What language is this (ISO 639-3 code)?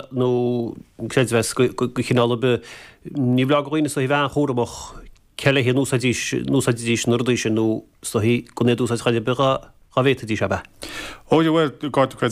gle